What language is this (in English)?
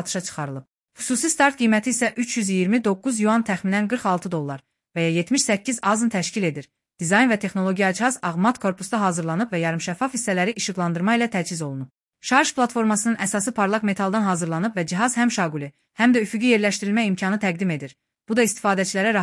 Azerbaijani